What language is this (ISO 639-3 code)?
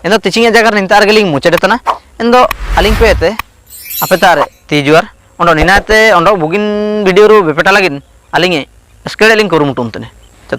hoc